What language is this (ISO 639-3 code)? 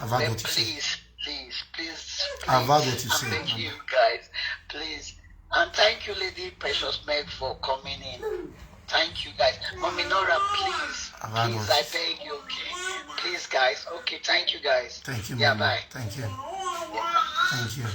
pcm